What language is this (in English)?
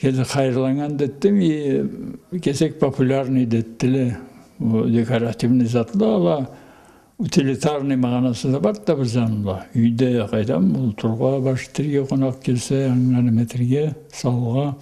Karachay-Balkar